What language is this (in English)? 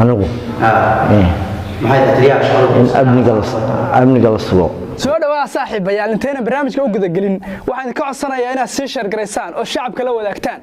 Somali